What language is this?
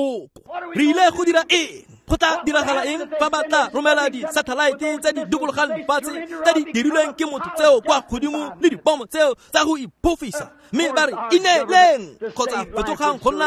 Tswana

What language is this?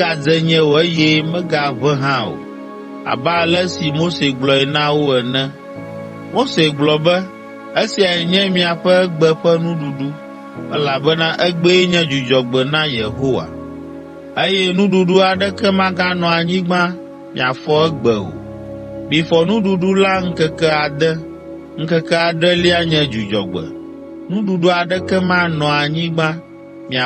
Ewe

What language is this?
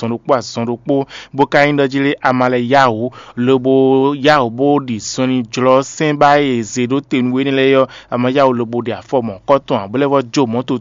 Fon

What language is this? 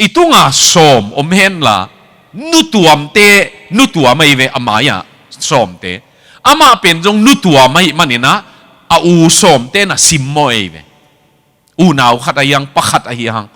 Tedim Chin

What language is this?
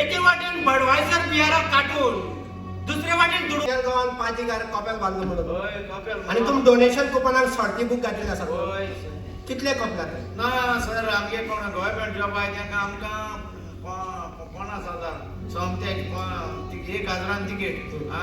Konkani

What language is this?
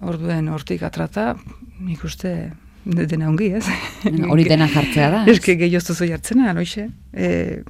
Basque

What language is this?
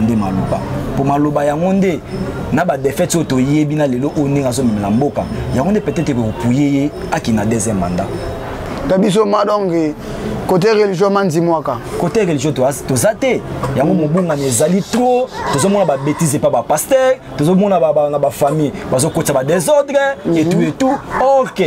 Lingala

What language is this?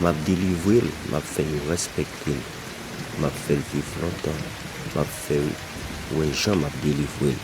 Haitian Creole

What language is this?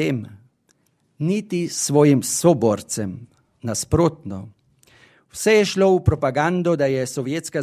Slovenian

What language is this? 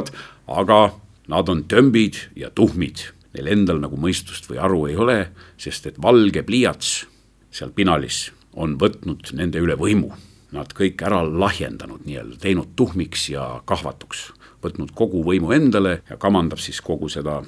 Estonian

